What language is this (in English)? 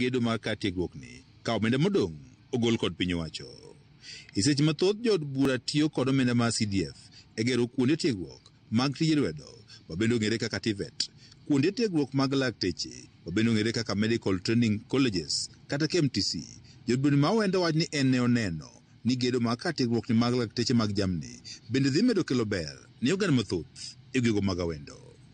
Luo (Kenya and Tanzania)